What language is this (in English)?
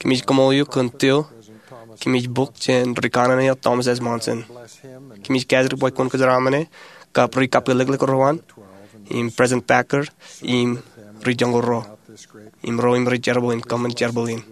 Marshallese